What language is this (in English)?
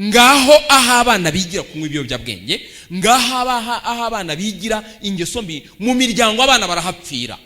Kinyarwanda